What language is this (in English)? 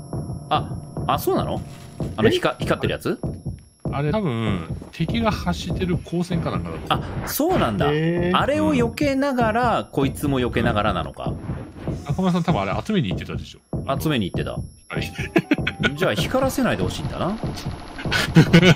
Japanese